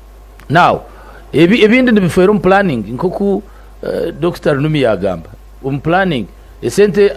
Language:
Nyankole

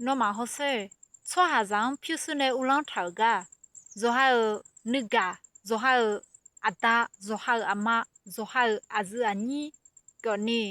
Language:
Akha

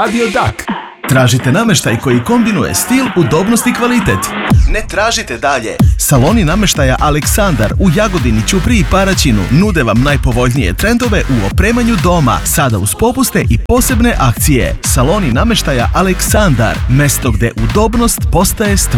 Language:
Serbian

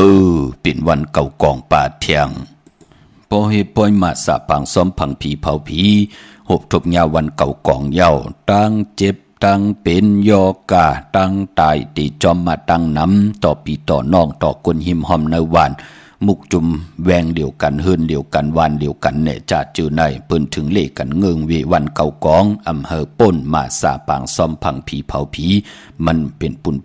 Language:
Shan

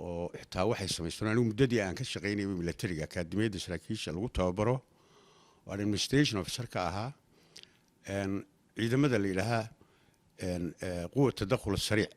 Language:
Somali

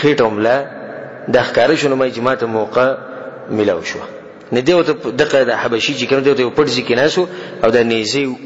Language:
Pashto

